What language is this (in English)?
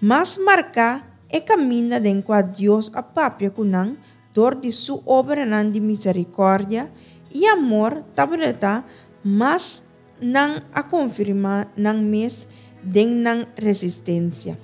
Papiamento